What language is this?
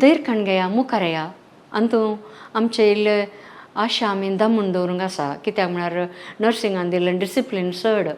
Konkani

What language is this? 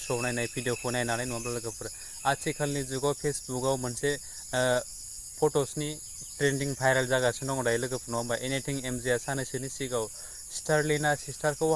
Bodo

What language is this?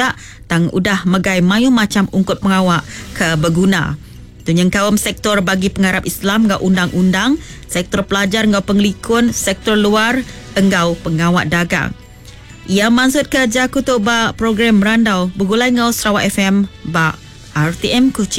Iban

